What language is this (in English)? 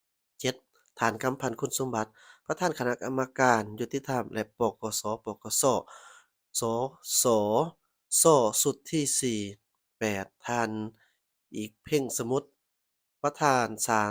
Lao